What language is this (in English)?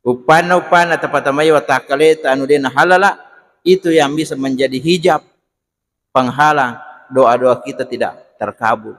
Buginese